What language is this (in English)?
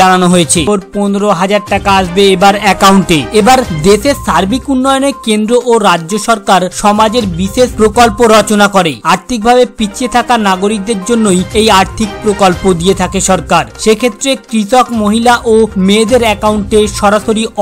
Bangla